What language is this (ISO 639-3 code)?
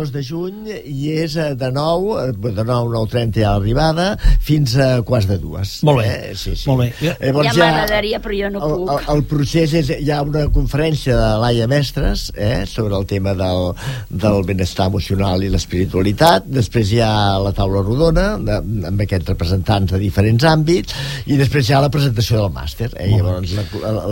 cat